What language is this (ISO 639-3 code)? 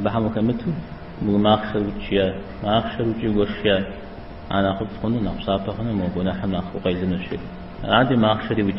kbd